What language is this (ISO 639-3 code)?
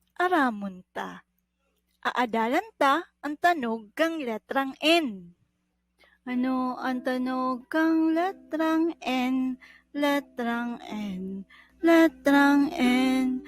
bik